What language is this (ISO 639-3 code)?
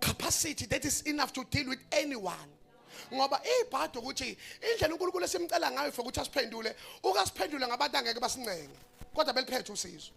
zul